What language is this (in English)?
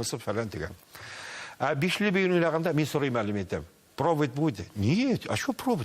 Tatar